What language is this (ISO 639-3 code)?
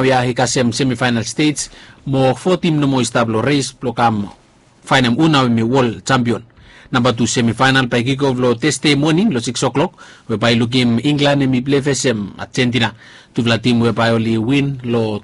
bis